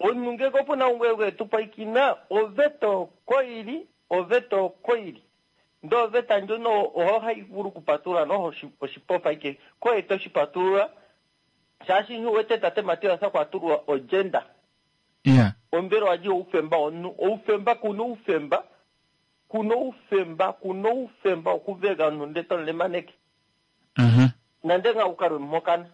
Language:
Kuanyama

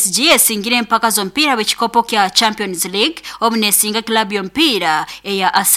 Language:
Nyoro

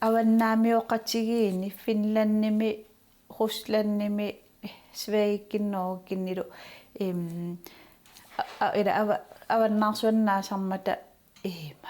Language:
Kalaallisut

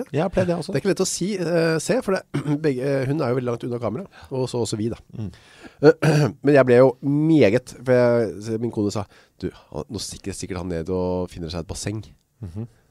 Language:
Norwegian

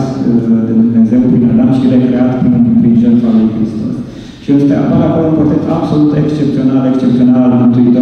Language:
Romanian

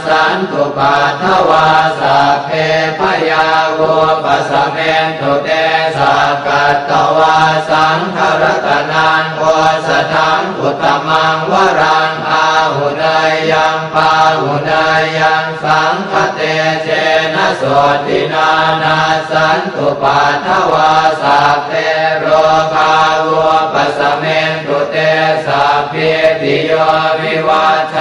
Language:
Pali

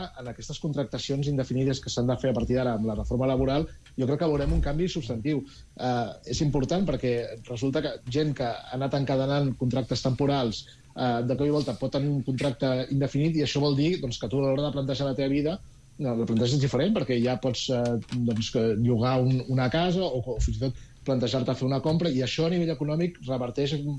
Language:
Catalan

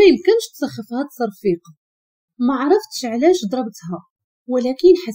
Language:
Moroccan Arabic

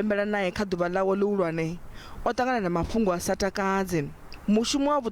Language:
Venda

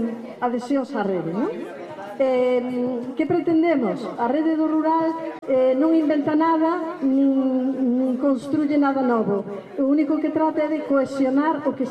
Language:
Galician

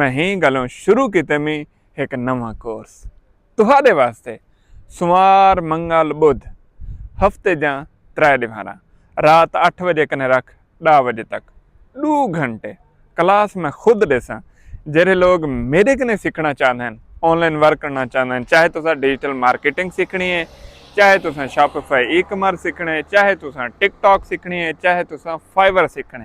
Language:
Saraiki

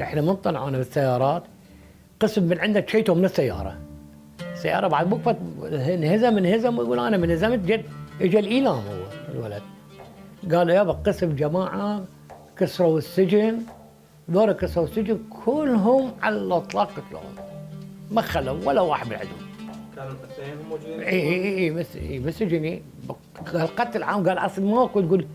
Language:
Mesopotamian Arabic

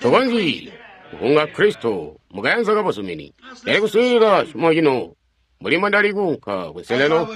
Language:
Tonga (Zambia)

